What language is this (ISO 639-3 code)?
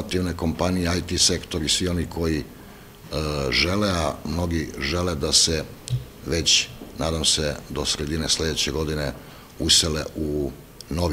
srp